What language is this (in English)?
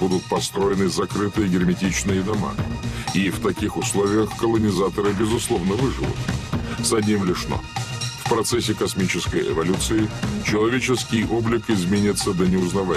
Russian